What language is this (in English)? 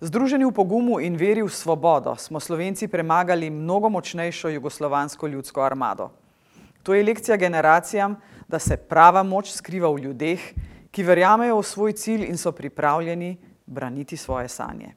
Slovenian